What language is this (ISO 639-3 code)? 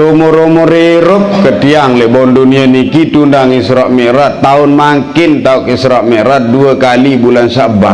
sas